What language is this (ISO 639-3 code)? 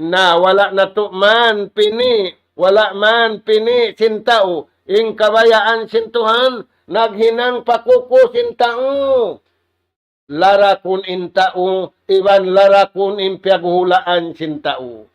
tsg